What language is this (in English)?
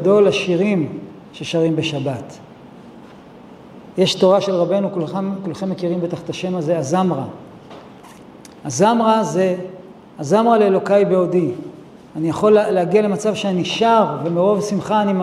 Hebrew